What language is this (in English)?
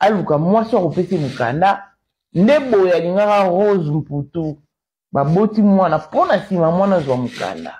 Lingala